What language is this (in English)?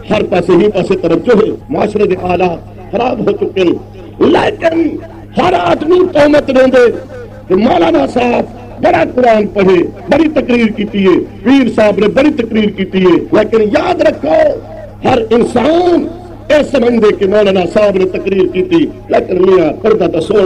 Saraiki